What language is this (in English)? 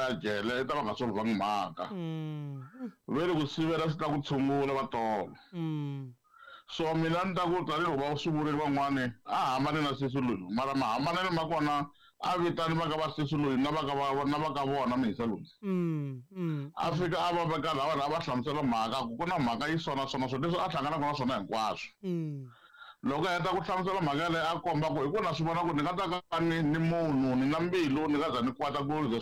Tsonga